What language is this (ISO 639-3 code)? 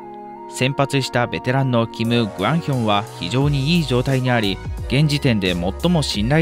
jpn